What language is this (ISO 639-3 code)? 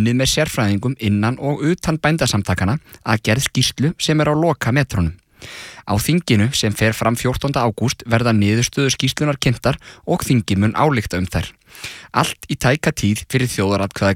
isl